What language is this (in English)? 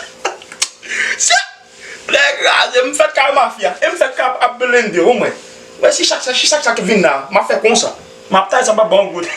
Haitian Creole